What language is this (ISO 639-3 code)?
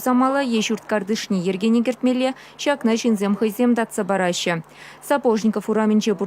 chv